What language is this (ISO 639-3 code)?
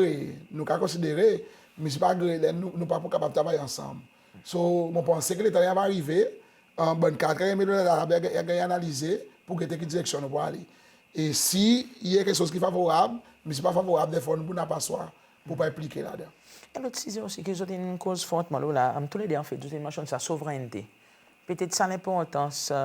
crs